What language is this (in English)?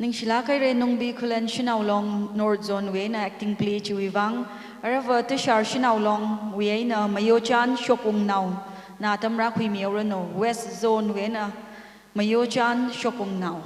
Tangkhul Naga (India)